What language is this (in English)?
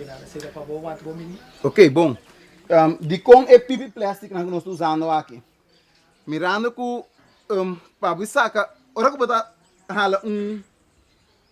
Papiamento